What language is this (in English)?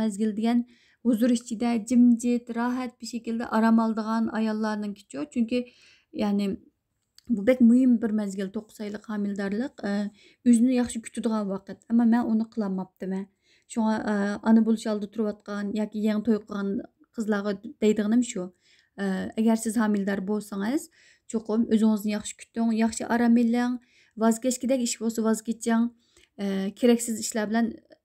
Uyghur